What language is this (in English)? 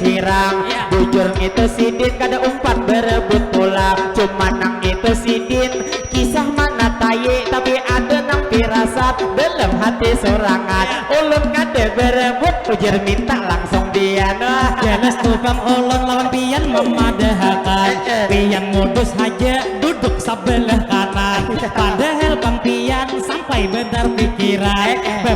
Banjar